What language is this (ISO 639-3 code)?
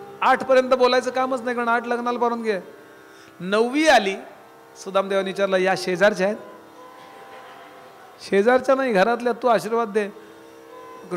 mar